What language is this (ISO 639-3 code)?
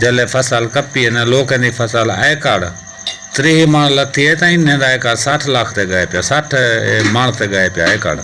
skr